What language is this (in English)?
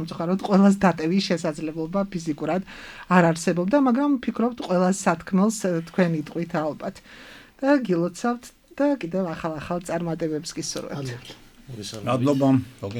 Georgian